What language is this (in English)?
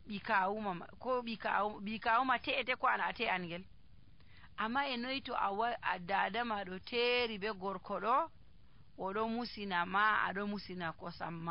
Nigerian Fulfulde